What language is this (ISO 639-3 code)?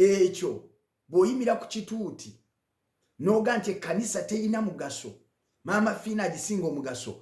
lug